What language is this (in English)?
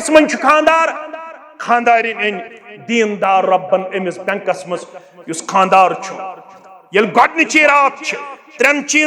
Kashmiri